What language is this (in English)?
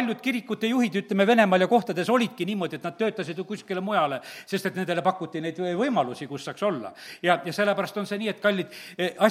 Estonian